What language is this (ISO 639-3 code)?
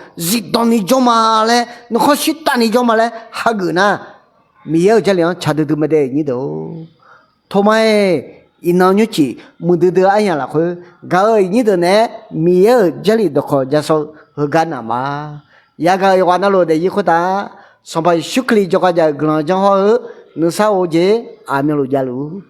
ahk